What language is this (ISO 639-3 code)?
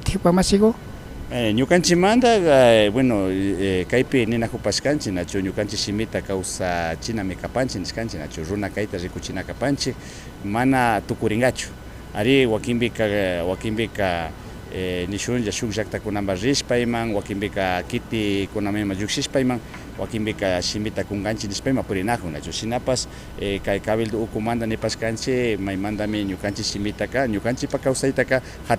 qvi